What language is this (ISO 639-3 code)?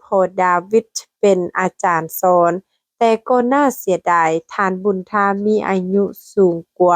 lao